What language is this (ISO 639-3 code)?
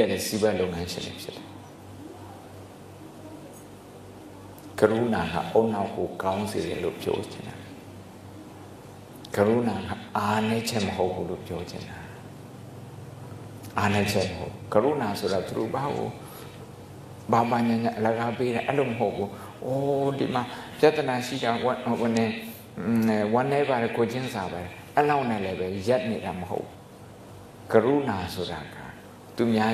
mya